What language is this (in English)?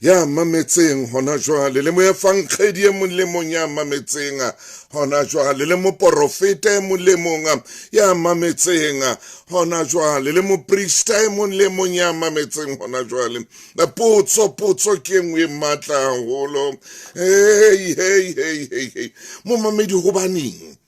Southern Sotho